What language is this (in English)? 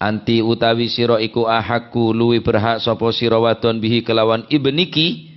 Madurese